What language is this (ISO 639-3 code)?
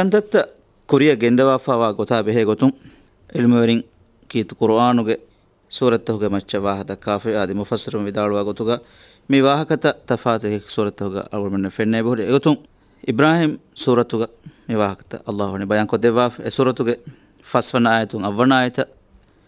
div